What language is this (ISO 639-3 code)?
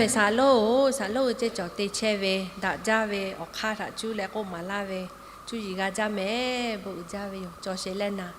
lhu